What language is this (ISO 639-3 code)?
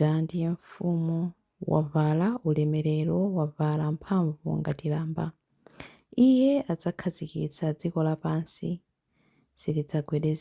nya